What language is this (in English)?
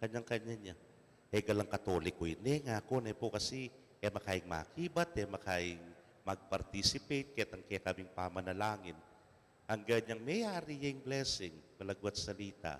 Pampanga